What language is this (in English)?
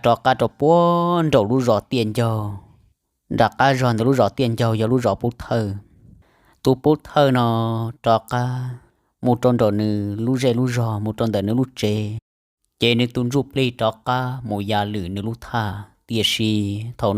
Hmong